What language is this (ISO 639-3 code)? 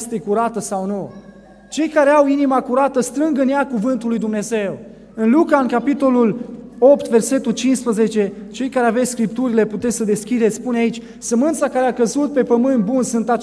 ron